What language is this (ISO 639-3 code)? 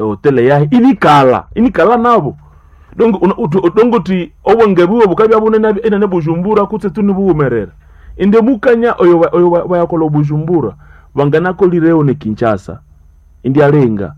nnb